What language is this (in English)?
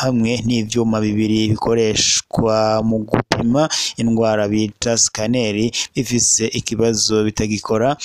Rundi